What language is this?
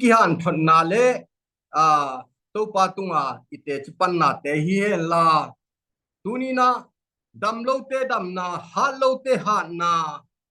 Tedim Chin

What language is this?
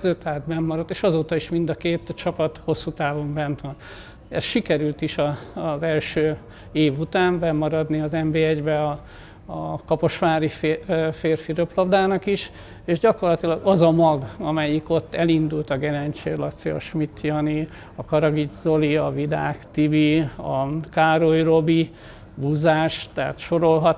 Hungarian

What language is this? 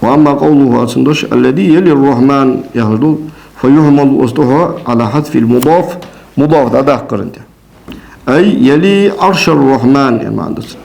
Ingush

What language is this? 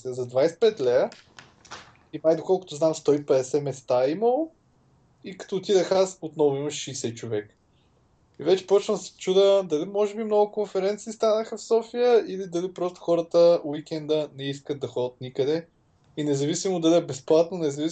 Bulgarian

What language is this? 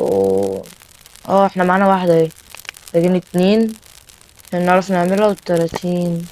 Egyptian Arabic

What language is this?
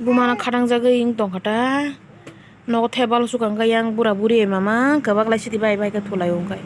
Kok Borok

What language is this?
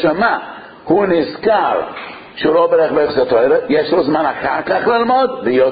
Hebrew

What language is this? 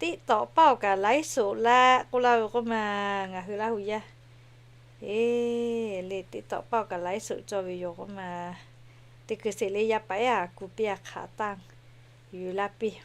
Lahu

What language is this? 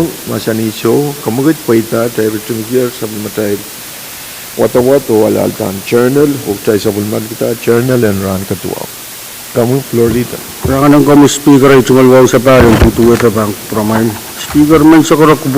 Pohnpeian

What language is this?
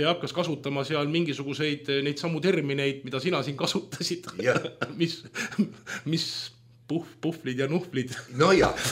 Estonian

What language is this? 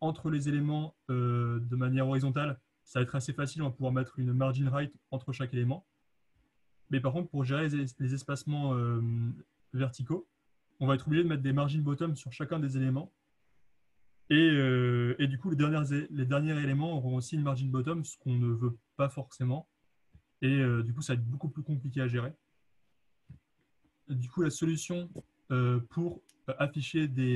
French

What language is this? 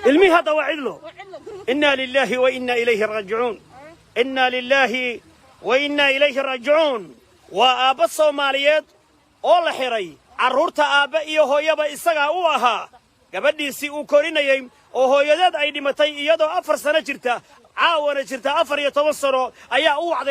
Somali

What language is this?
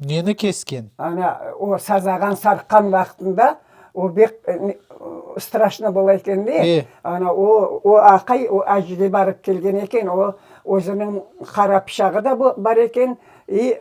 Crimean Tatar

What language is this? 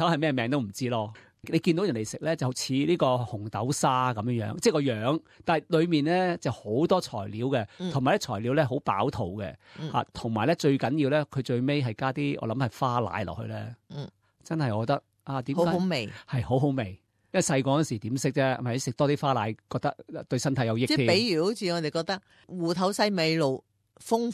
Cantonese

